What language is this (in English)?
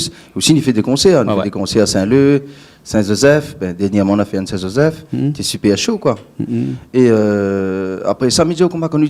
Réunion Creole French